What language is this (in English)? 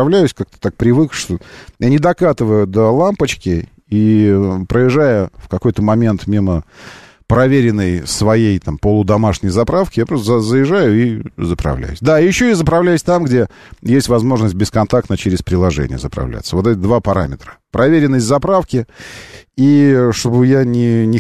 Russian